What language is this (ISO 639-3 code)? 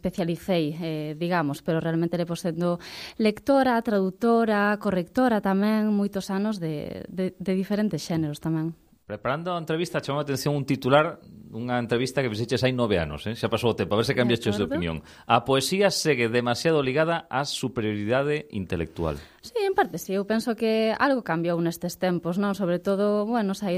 glg